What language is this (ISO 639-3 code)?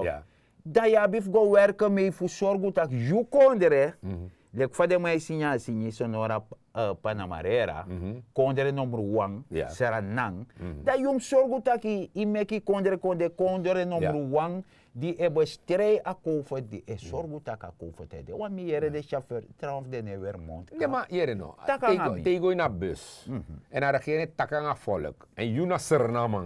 srn